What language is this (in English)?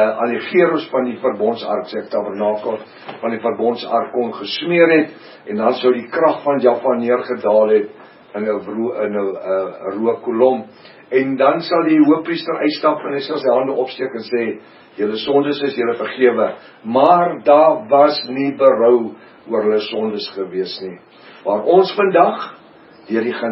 Afrikaans